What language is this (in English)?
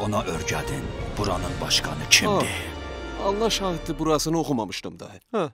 South Azerbaijani